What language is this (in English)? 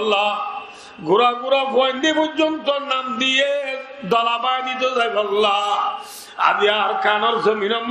Rohingya